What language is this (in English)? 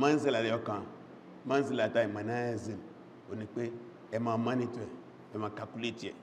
Yoruba